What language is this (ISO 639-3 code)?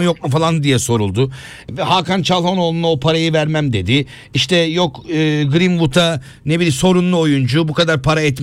tur